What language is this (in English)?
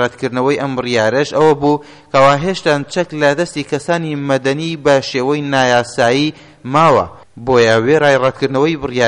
Central Kurdish